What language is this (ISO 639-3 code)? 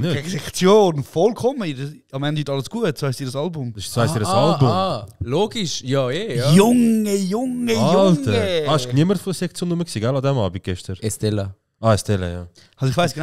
gsw